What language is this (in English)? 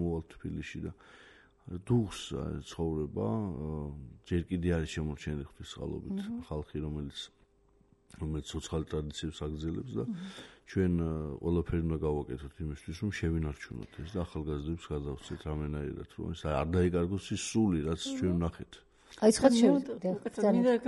Georgian